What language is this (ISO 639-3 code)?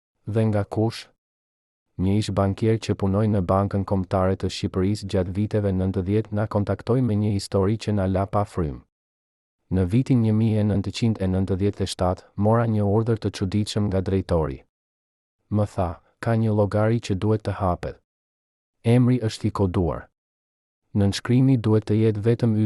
sqi